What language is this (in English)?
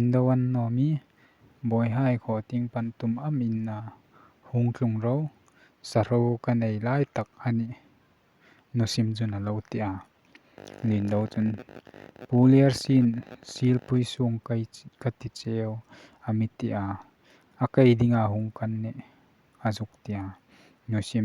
Hmar